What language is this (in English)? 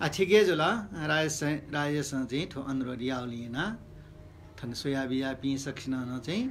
Newari